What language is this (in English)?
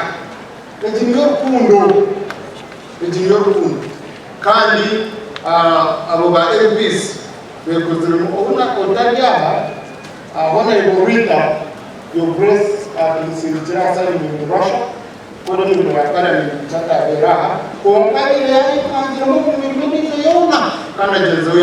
Nyankole